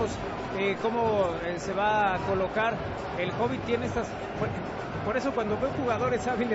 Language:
Spanish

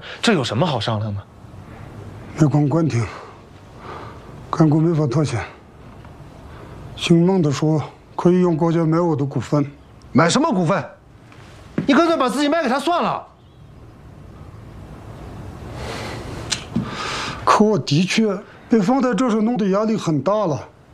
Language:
Chinese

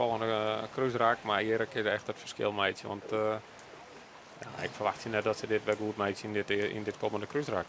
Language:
Western Frisian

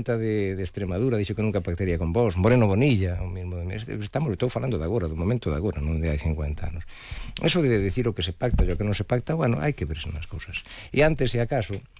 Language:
Galician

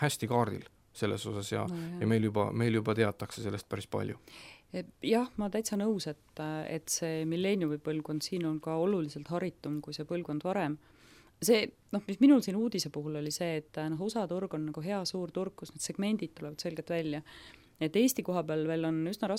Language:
Estonian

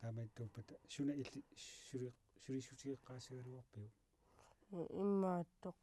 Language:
Kalaallisut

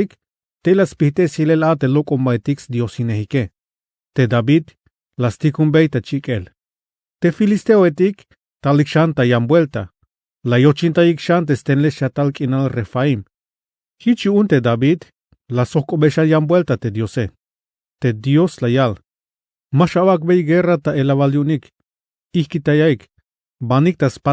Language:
Tzeltal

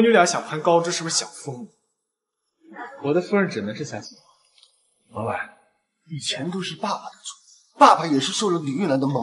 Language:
Chinese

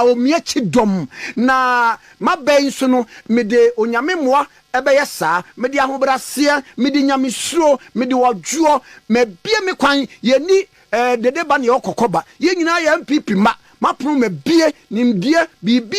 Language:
Akan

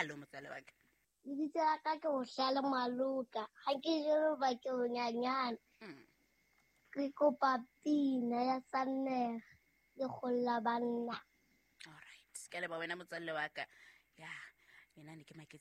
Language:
Southern Sotho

